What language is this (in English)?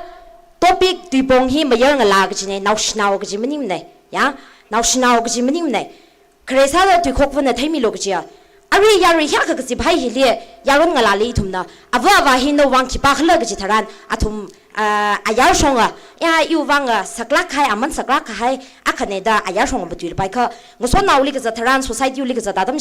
Tangkhul Naga (India)